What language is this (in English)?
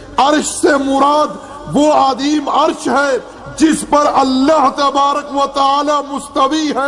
Urdu